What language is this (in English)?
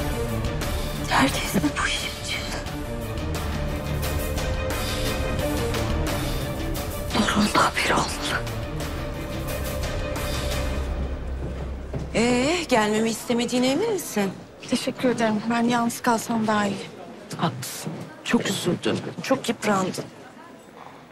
Turkish